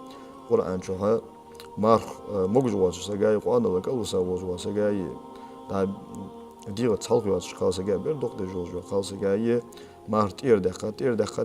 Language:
Ingush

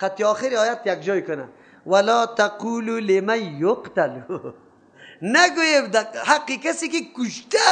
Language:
Persian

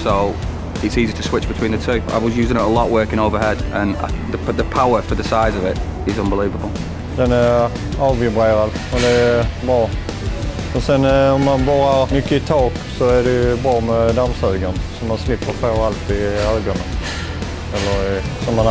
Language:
Swedish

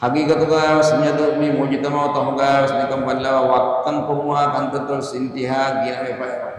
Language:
Divehi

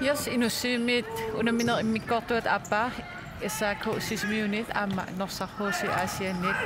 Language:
Kalaallisut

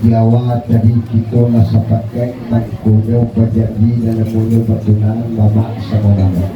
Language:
Minangkabau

